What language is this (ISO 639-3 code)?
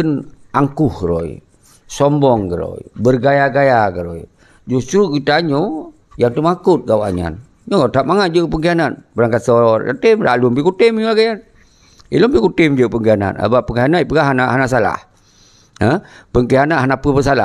ace